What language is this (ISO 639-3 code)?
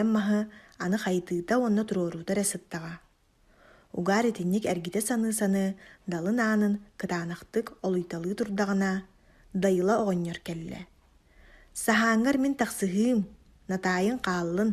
sah